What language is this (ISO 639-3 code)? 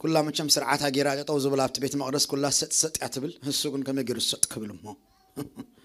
tir